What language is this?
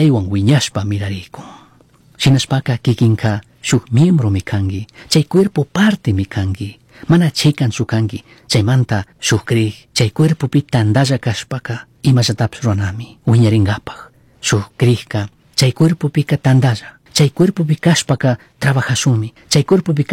Chimborazo Highland Quichua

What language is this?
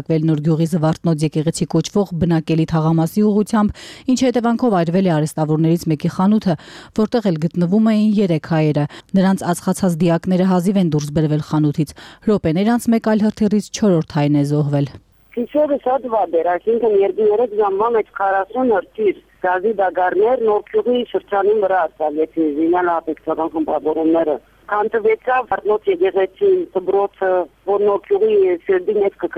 Armenian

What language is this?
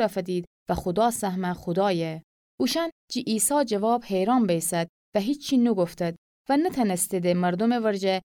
Gilaki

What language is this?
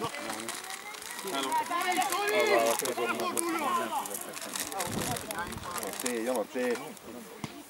Hungarian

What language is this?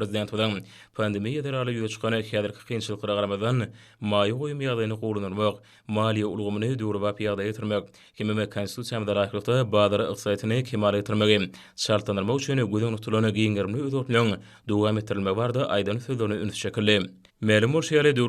Turkmen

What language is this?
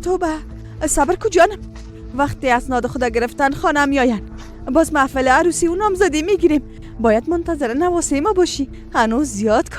Persian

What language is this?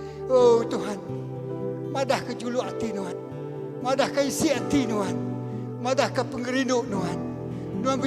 Iban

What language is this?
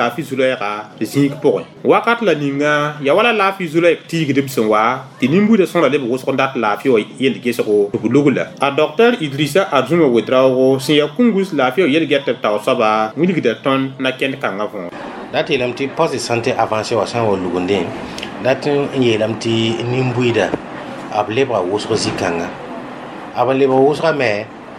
Mossi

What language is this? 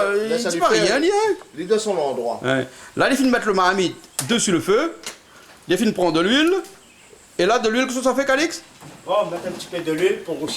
Réunion Creole French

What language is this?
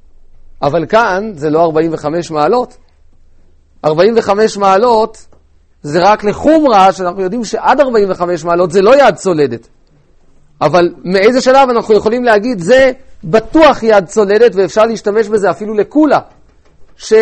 Hebrew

